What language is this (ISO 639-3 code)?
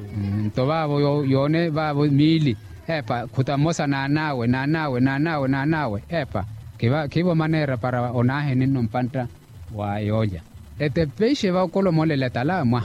vmw